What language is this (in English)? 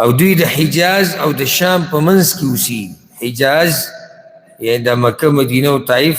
Pashto